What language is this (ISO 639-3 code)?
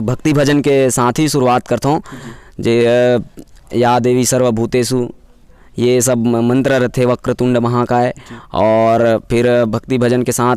hne